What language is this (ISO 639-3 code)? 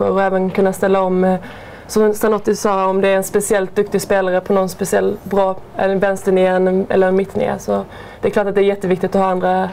swe